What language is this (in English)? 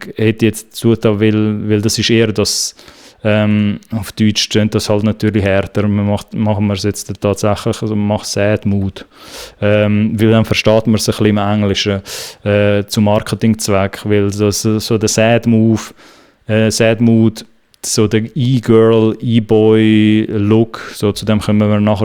Swiss German